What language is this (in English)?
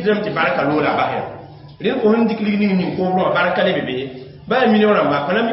Mossi